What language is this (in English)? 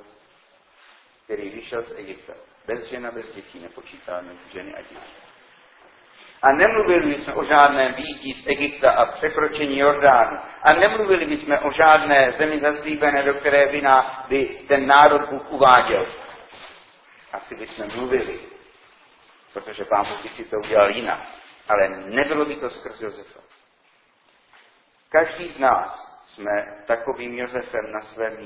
Czech